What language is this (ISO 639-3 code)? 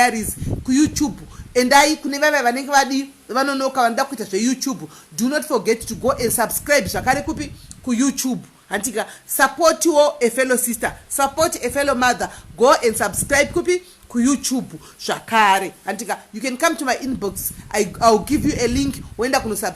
sna